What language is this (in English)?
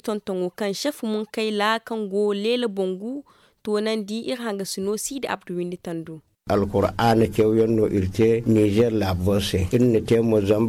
Zarma